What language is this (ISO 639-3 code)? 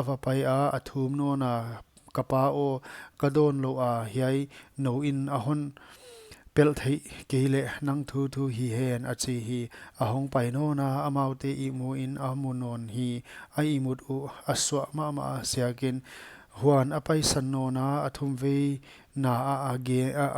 pck